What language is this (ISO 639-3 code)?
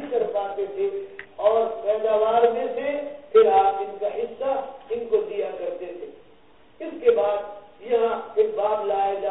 urd